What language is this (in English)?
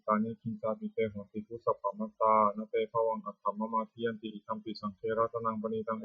Pali